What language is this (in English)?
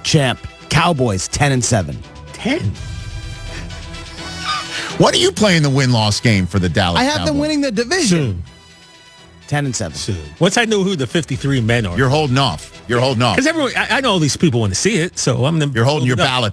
English